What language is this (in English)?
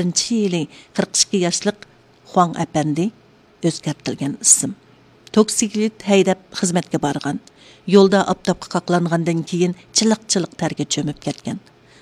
Uyghur